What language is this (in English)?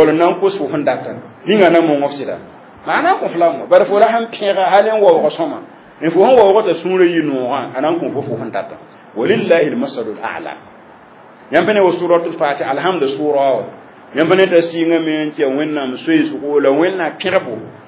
Mossi